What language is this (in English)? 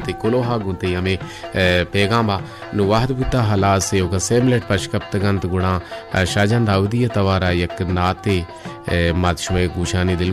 Baluchi